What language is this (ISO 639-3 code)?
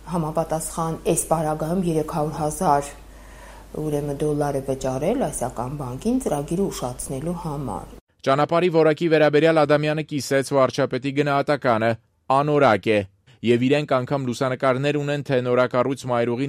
hye